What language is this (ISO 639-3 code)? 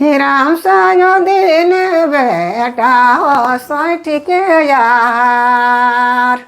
sck